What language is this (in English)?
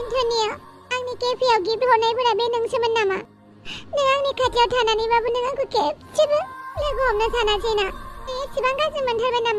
Bodo